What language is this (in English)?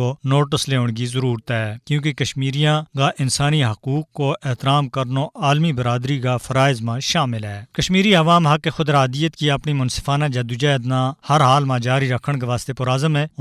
Gujari